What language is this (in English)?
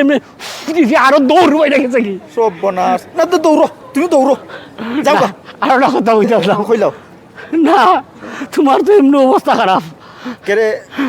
Sylheti